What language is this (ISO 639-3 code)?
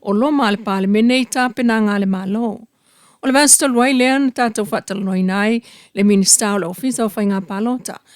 smo